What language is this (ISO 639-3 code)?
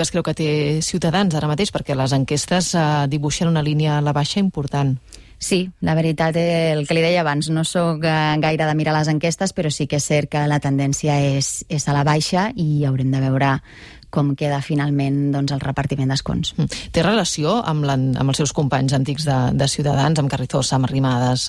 cat